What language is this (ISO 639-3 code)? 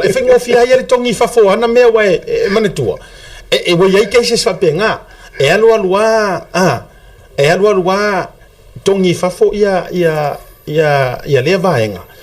smo